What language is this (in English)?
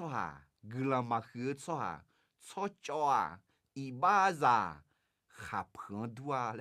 Akha